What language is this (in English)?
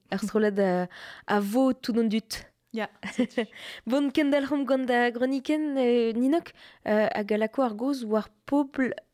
Breton